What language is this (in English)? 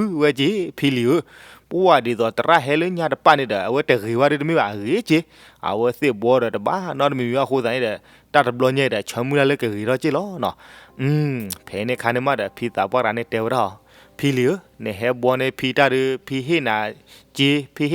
S'gaw Karen